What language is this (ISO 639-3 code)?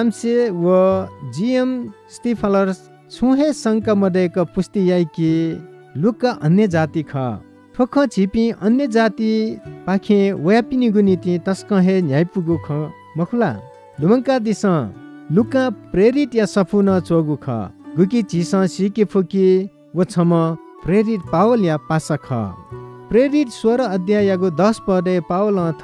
new